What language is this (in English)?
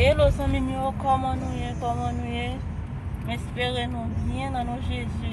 Haitian Creole